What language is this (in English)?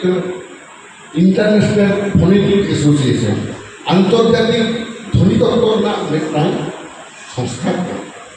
Santali